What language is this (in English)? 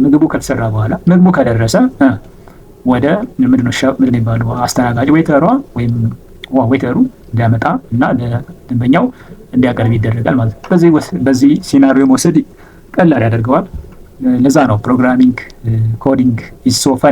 Amharic